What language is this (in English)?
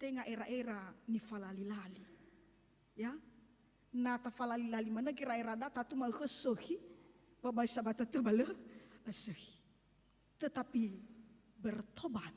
Nias